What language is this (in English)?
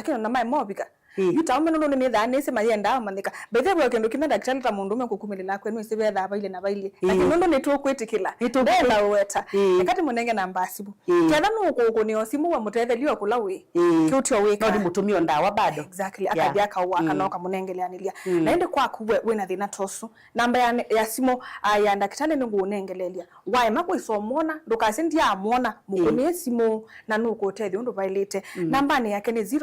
Kamba